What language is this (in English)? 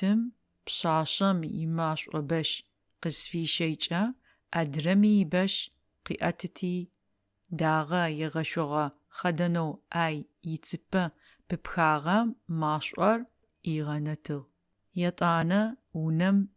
Adyghe